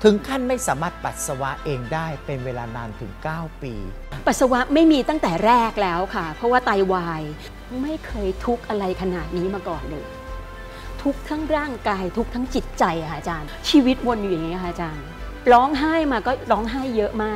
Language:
Thai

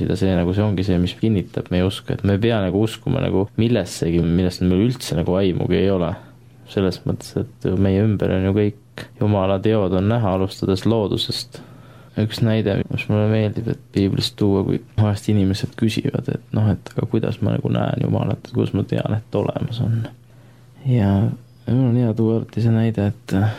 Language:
Estonian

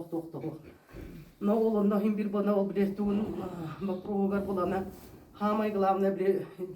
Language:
Yakut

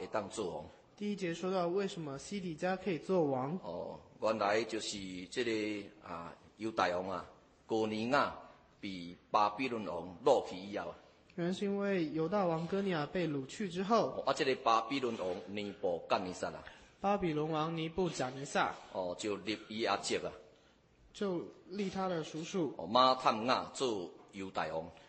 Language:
Chinese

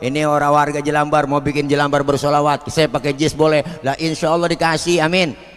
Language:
Betawi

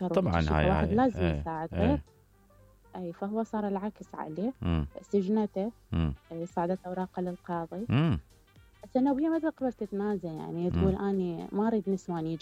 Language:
Mesopotamian Arabic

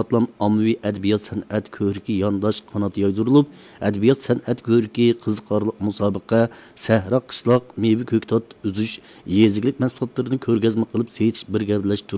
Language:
Uyghur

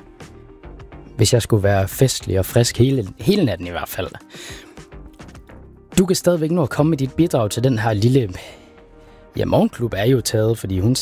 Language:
Danish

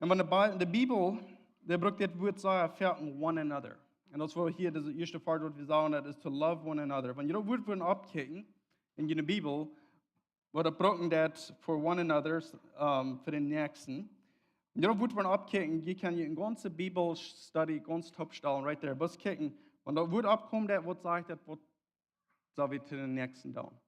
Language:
Plautdietsch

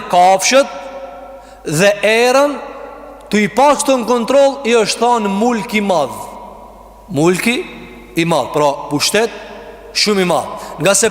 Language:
Albanian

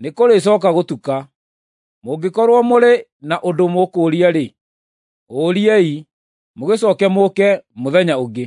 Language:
Kikuyu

